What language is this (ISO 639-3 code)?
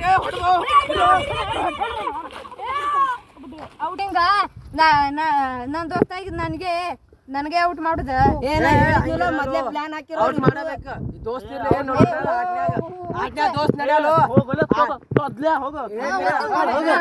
kan